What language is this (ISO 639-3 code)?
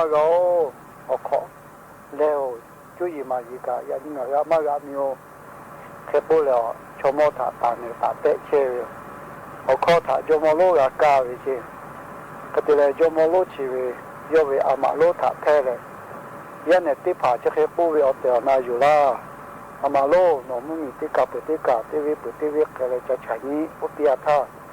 lhu